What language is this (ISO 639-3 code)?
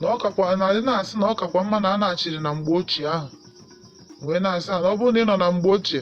ibo